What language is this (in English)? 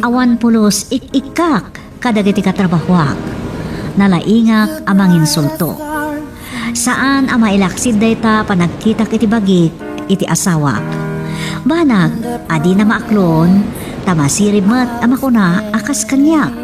Iloko